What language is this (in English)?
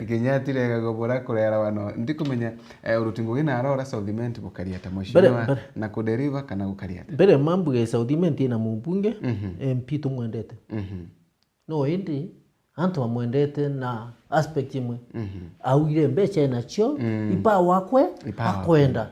Meru